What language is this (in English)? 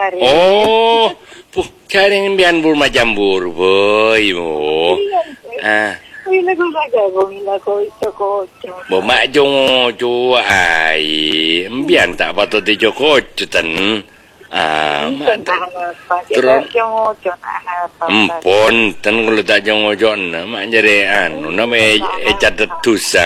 Madurese